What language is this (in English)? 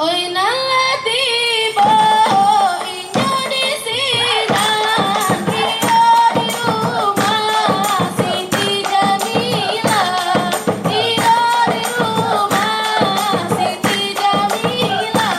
Minangkabau